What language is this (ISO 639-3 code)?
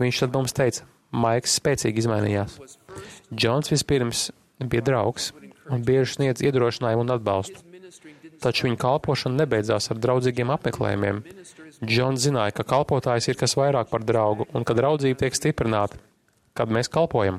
lav